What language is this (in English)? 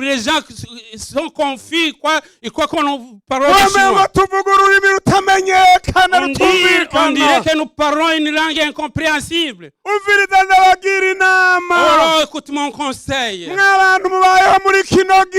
Rundi